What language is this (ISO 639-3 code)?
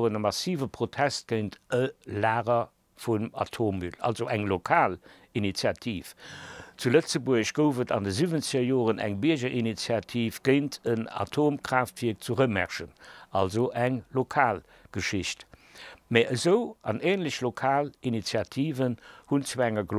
ltz